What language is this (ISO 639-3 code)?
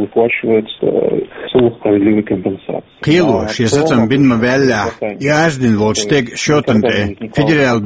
che